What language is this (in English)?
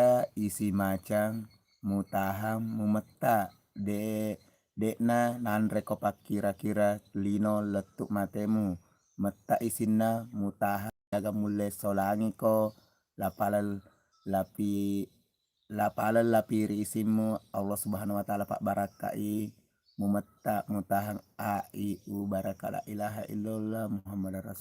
Buginese